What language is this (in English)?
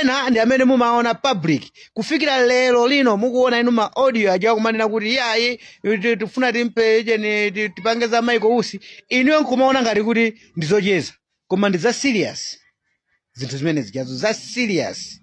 Nyanja